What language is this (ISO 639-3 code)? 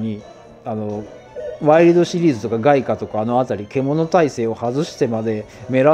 jpn